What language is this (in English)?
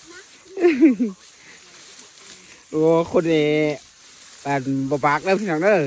Lao